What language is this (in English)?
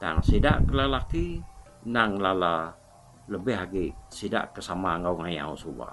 Iban